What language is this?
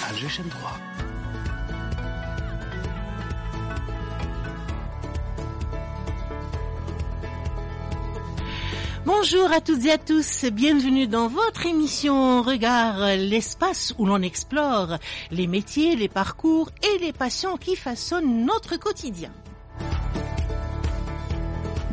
French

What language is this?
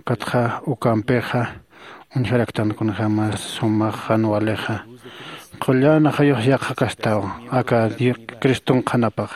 Aymara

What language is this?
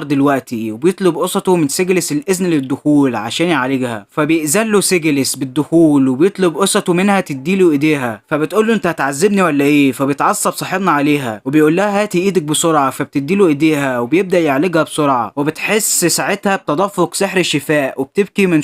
Egyptian Arabic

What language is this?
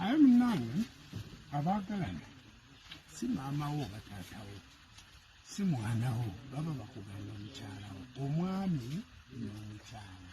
Ganda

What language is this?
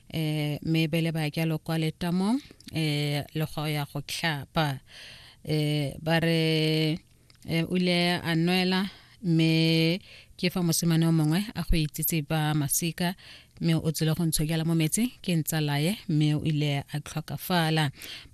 Tswana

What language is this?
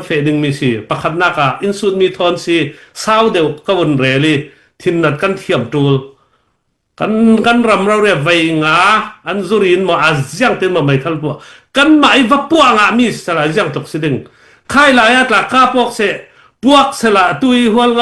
Falam Chin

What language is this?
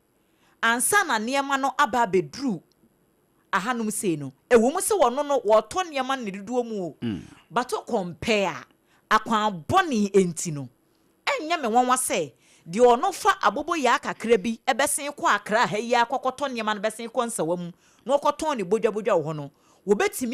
Akan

